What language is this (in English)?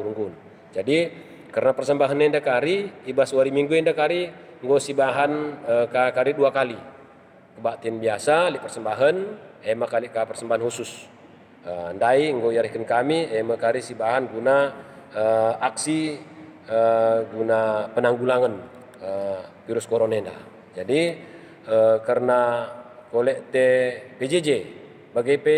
Batak Karo